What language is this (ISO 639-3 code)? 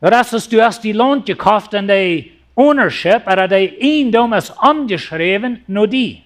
pdt